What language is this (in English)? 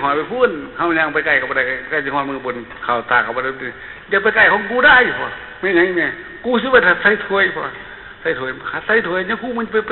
Northeastern Thai